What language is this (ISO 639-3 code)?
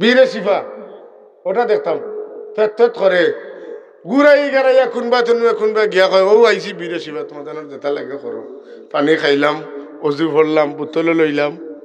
syl